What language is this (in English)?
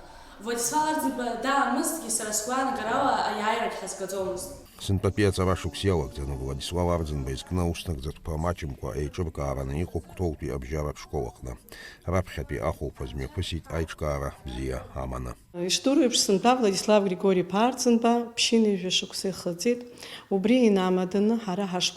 Abkhazian